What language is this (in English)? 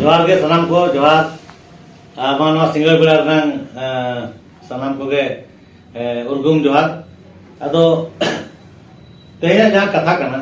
Santali